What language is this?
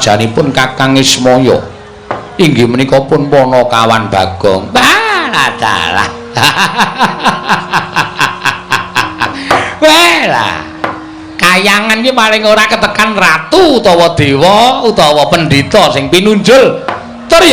Javanese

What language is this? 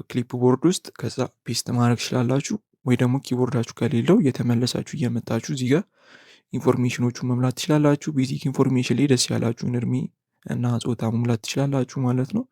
Amharic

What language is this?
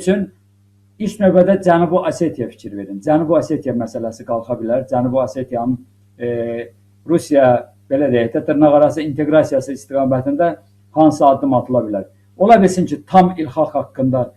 Azerbaijani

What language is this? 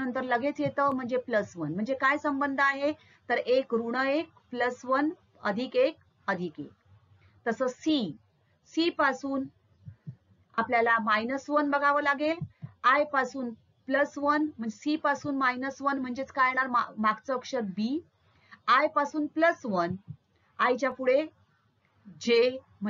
Marathi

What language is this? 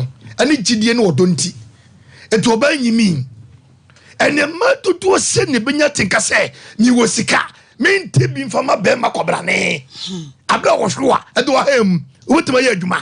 Akan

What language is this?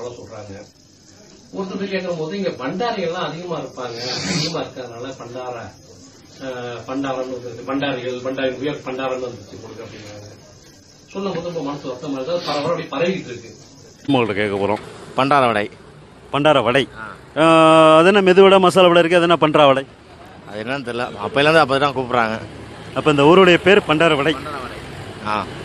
Tamil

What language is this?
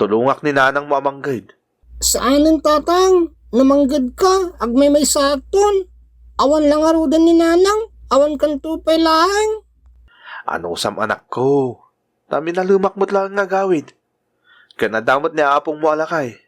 Iloko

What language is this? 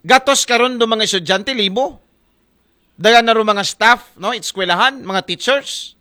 Aklanon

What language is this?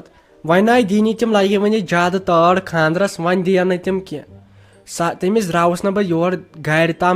Kashmiri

